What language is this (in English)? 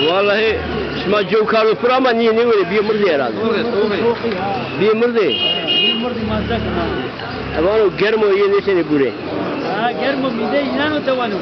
Zaza